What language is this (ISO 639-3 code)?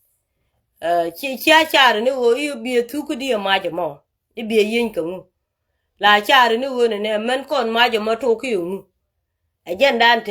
nus